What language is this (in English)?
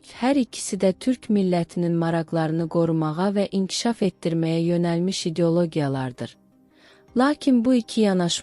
South Azerbaijani